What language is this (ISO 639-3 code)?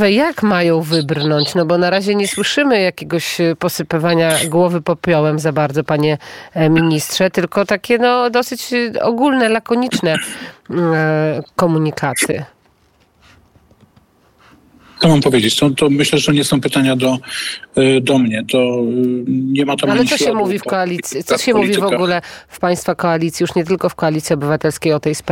pol